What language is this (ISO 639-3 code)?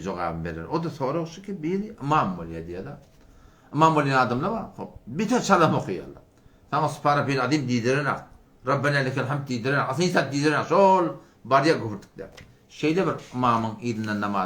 tuk